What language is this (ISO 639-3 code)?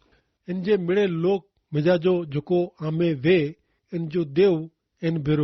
kfr